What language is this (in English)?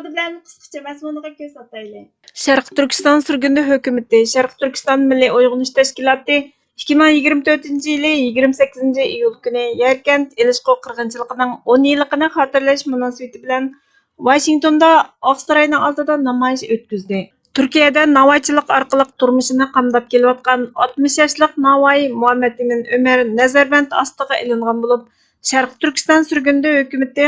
Uyghur